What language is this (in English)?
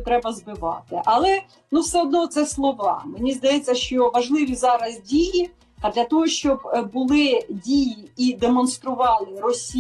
Ukrainian